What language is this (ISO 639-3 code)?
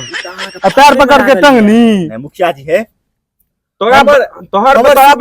mai